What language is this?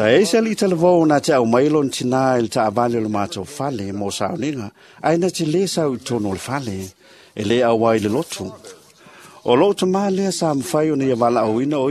Samoan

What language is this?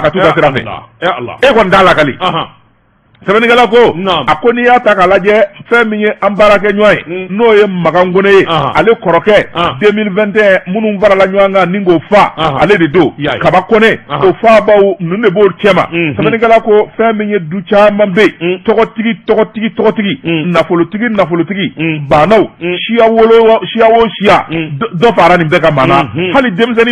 Bambara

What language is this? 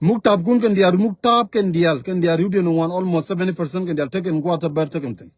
Nuer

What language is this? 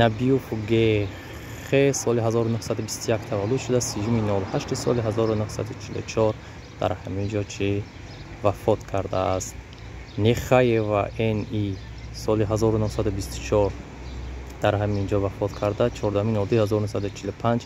Tajik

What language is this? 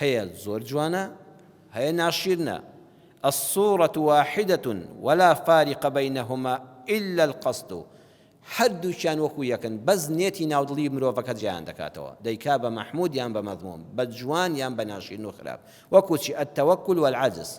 Central Kurdish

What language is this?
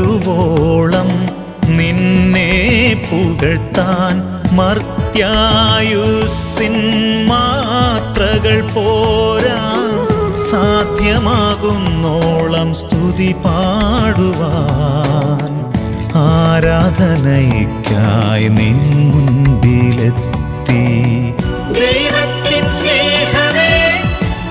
Malayalam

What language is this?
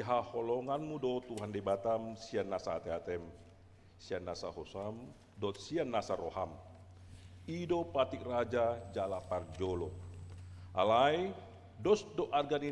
Batak Toba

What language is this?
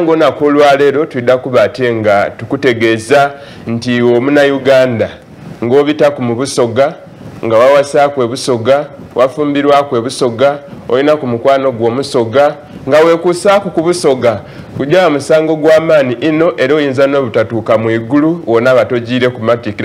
Soga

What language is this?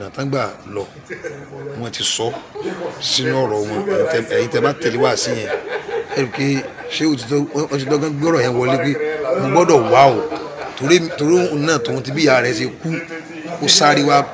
Yoruba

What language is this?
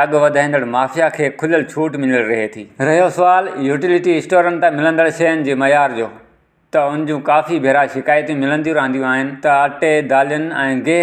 Sindhi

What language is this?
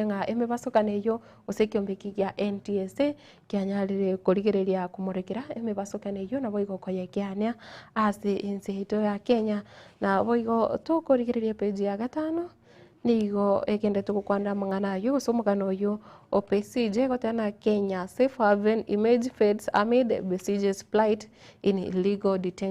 Gusii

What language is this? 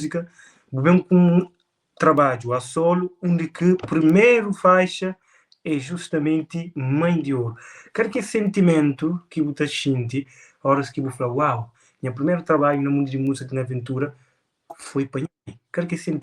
Kabuverdianu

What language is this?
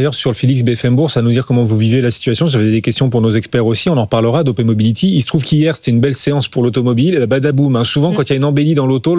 French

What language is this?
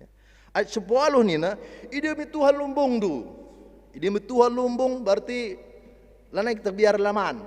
Batak Karo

